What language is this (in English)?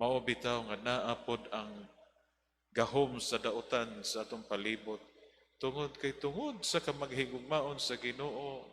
Cebuano